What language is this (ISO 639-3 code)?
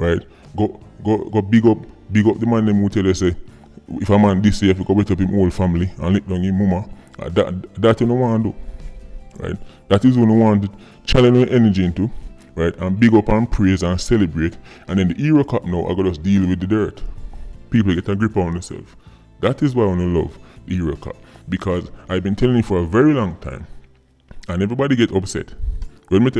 jam